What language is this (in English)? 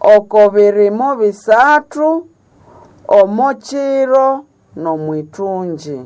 Nande